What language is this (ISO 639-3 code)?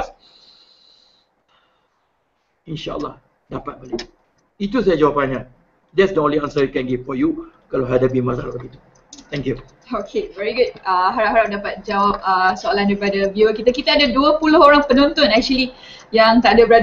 msa